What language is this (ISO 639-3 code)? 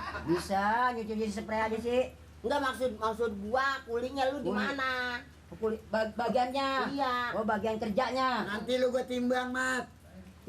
bew